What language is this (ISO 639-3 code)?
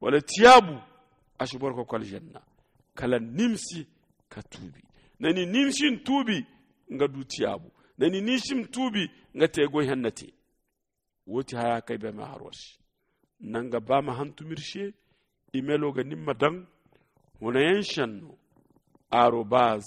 dje